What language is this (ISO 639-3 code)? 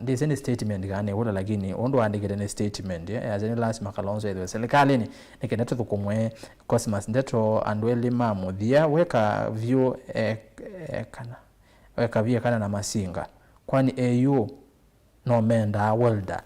kam